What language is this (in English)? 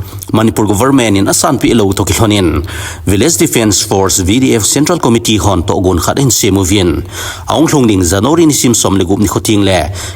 Thado Chin